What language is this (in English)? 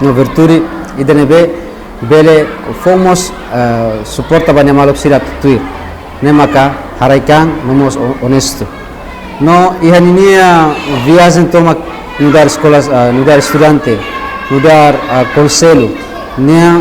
Tetum